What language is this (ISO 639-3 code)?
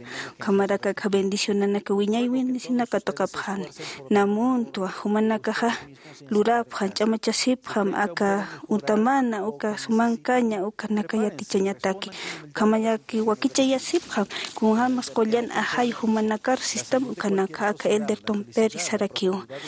aym